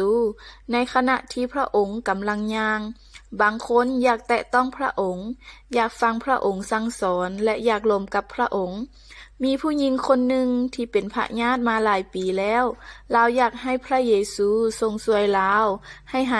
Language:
Lao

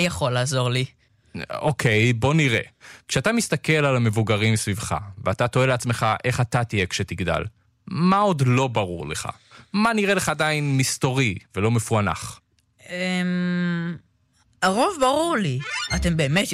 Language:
Hebrew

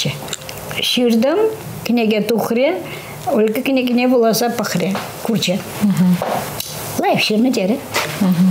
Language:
Chuvash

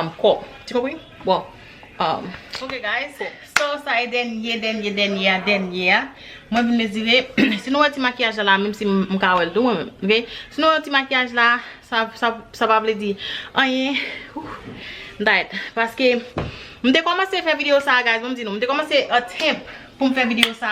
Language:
Haitian Creole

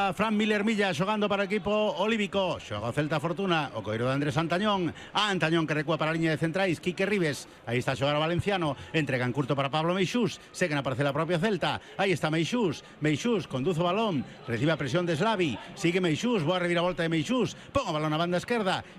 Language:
Galician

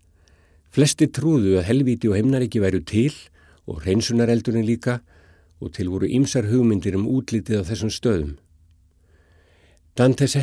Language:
Icelandic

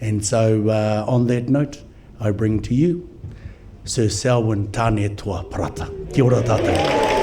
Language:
Māori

